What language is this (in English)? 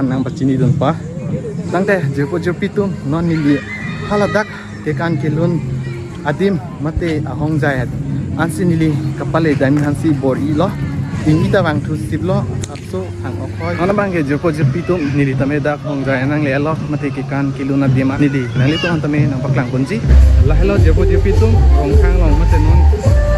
Karbi